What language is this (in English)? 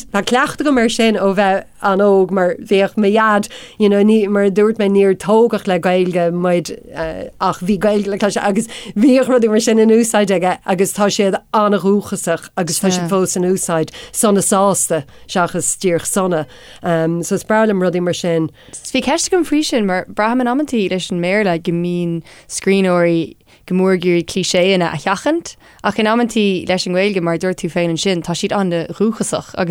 Irish